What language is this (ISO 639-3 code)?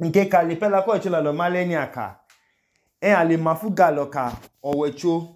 idu